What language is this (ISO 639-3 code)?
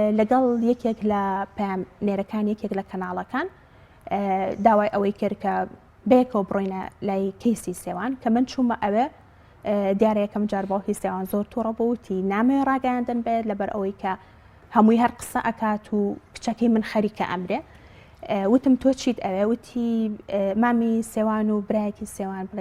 ckb